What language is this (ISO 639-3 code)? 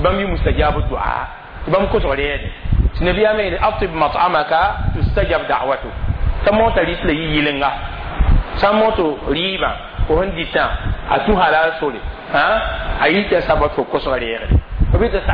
mos